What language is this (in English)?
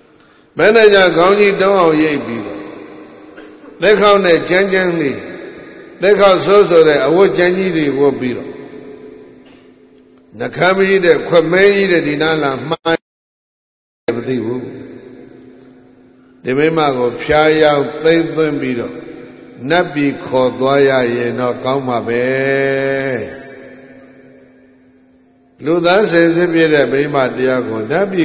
Burmese